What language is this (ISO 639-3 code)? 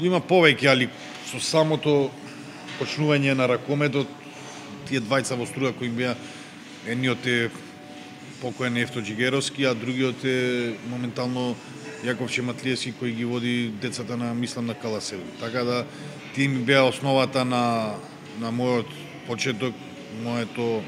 mkd